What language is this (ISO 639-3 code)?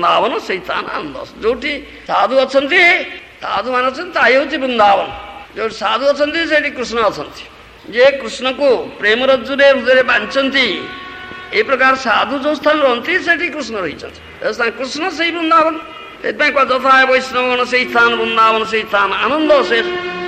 ori